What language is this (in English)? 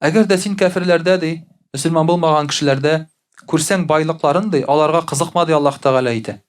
Tatar